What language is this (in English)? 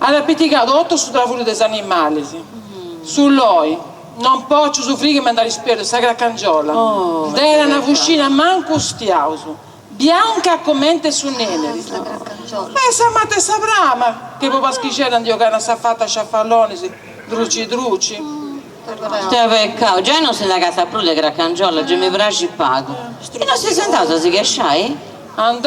Sardinian